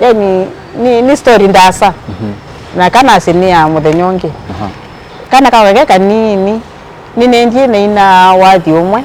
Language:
Kamba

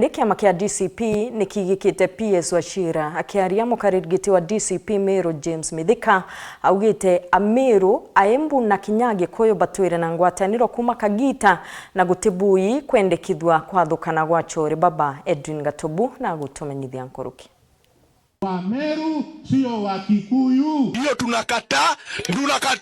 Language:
Meru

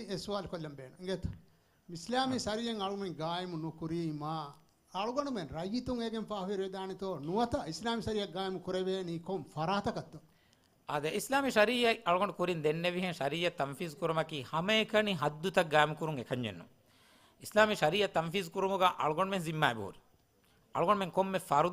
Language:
Divehi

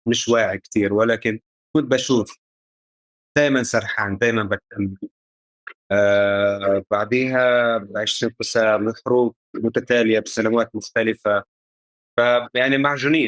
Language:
North Levantine Arabic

